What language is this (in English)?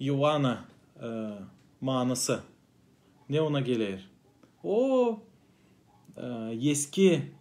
Gagauz